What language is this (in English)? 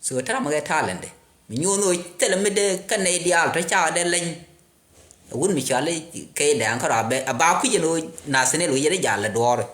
Nuer